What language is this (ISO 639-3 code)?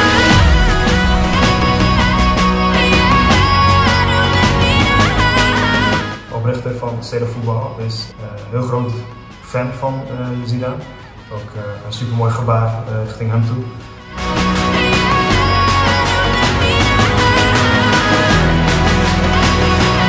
nld